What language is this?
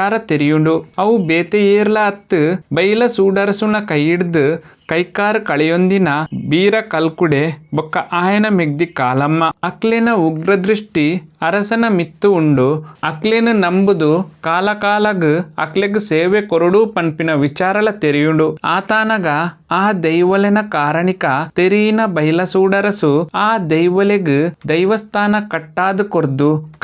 Tulu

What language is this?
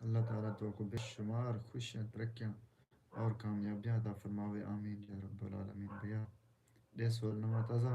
Saraiki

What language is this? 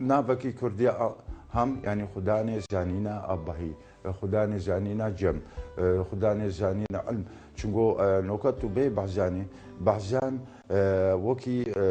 Kurdish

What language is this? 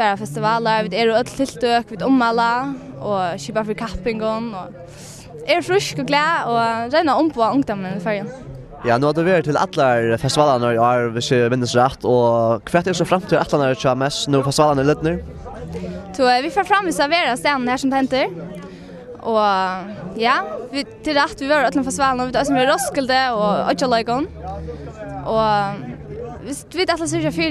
Faroese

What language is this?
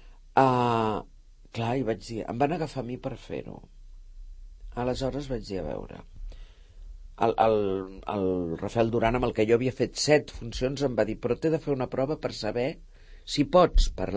Catalan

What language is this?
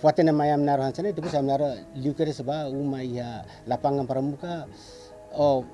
Tetum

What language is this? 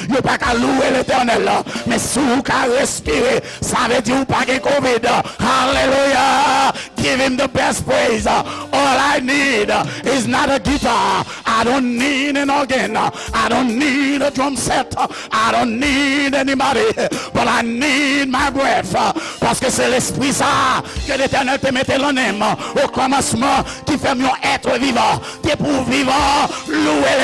Haitian Creole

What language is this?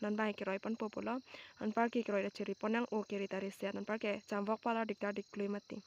Karbi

